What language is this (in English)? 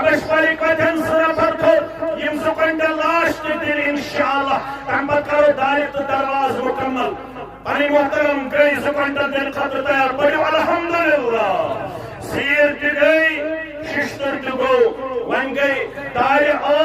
Kashmiri